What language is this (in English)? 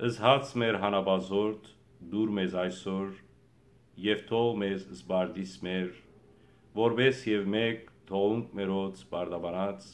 Western Armenian